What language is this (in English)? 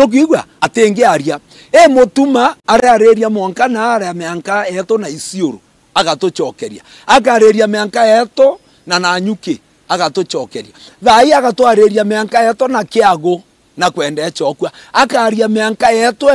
Meru